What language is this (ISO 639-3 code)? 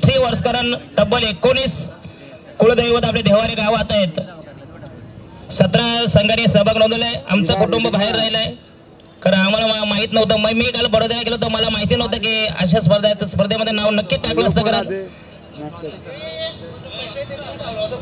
mar